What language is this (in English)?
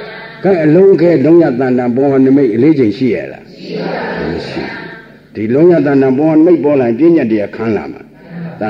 Burmese